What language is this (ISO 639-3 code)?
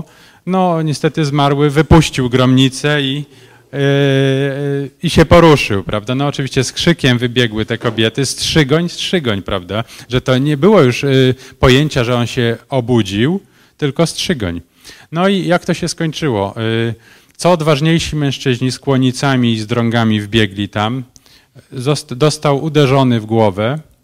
pol